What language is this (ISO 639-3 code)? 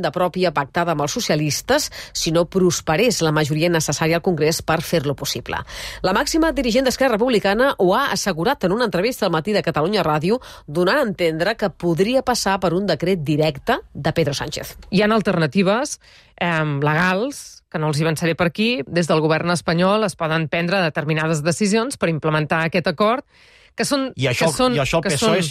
cat